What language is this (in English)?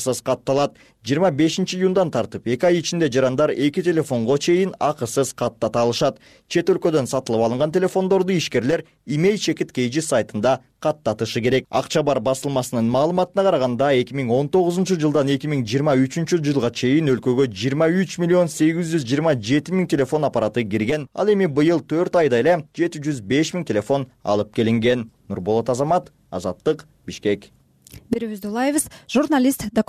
Kyrgyz